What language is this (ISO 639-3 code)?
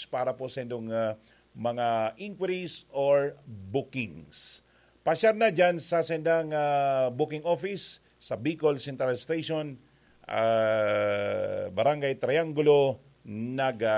bik